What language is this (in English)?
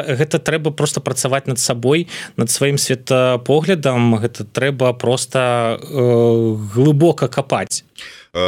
Belarusian